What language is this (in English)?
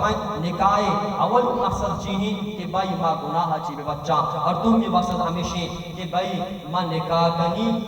Baluchi